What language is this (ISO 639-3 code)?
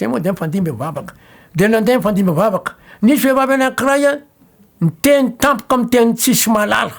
mlg